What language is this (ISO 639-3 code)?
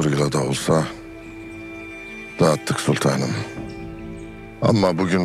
tur